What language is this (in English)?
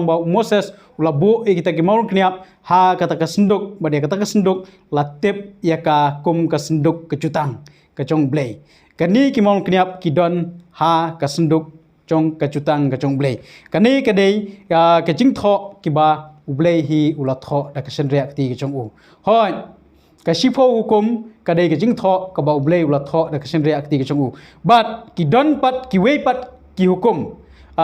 Khasi